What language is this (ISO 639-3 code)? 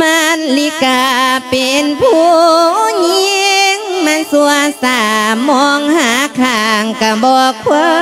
lao